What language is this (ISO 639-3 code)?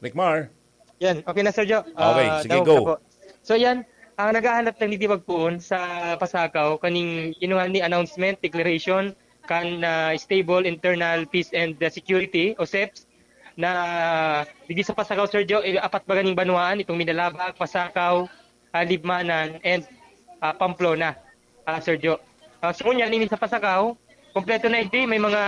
bik